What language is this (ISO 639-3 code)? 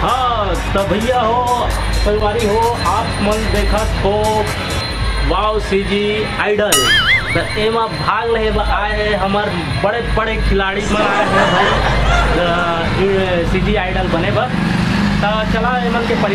hne